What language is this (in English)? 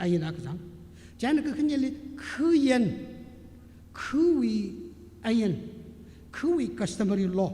Tangkhul Naga (India)